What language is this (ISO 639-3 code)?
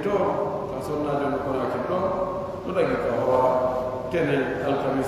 fuf